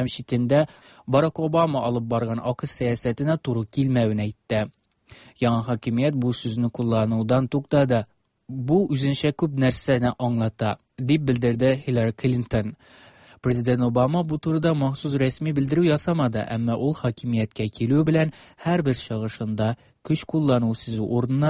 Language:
Tatar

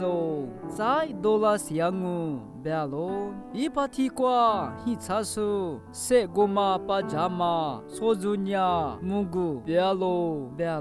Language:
Lisu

